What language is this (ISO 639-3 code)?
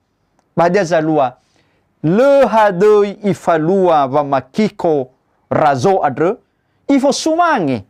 nia